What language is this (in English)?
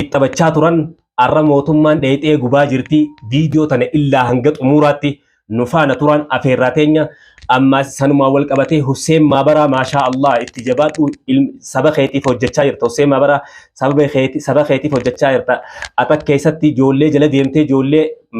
Oromo